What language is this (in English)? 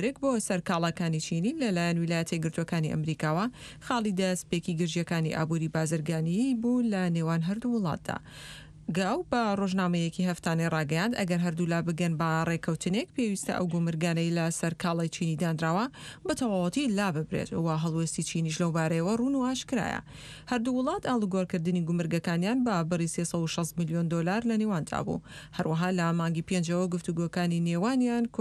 Central Kurdish